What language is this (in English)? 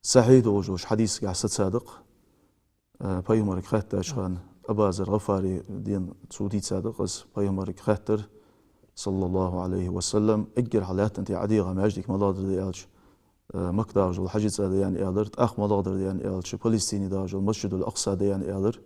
Ingush